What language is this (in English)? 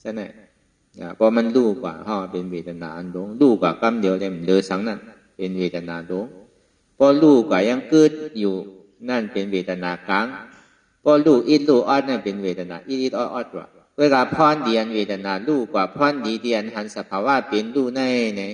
Shan